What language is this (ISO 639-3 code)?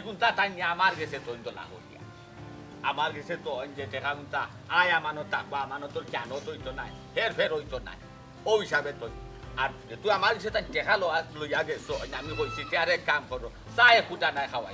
syl